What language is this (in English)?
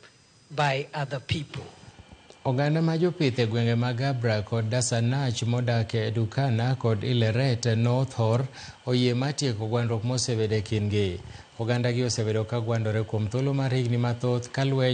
Luo (Kenya and Tanzania)